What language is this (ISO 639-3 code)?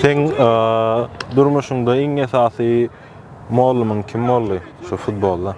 tuk